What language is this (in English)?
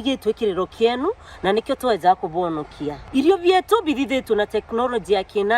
Meru